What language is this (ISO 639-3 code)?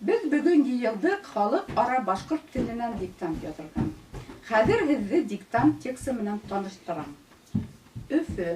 bak